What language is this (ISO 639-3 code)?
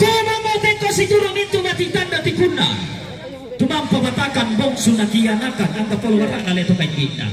sda